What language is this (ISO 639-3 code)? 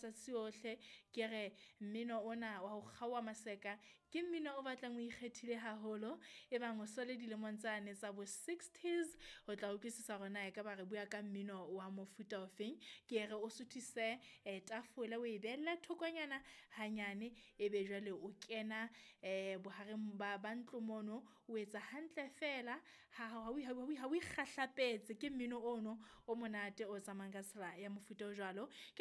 sot